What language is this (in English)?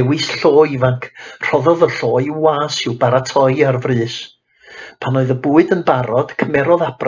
Welsh